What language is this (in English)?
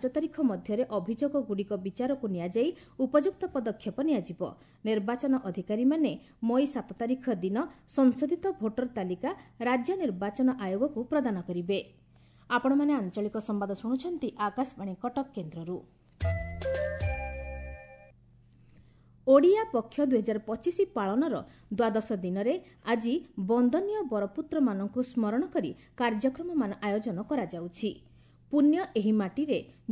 Odia